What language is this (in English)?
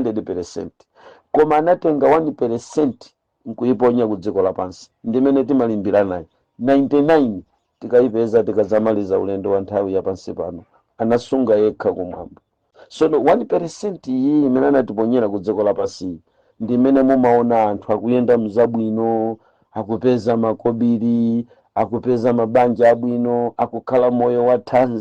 Nyanja